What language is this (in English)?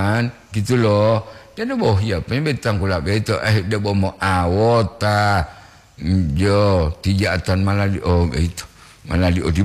Gorontalo